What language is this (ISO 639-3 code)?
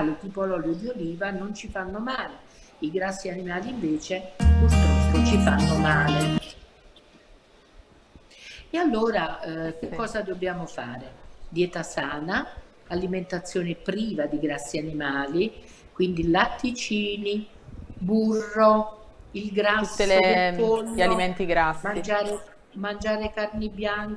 ita